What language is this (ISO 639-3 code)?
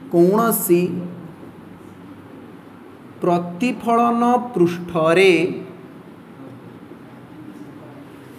ori